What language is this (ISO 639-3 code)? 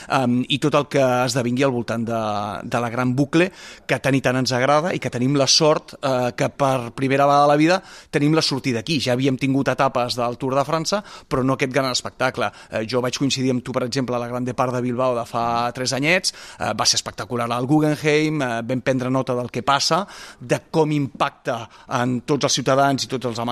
cat